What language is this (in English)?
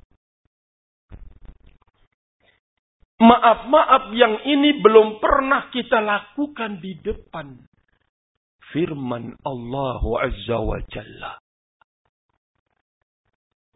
Indonesian